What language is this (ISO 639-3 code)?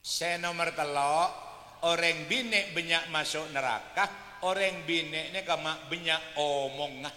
mad